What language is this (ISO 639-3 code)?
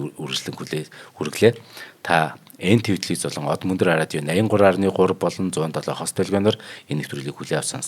mon